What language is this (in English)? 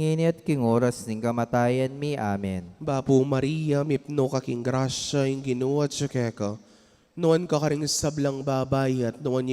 Pampanga